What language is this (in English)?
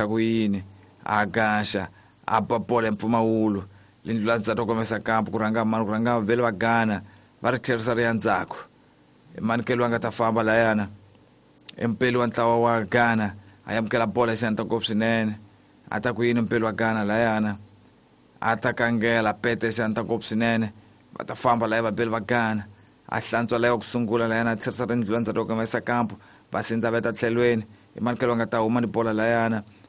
Tsonga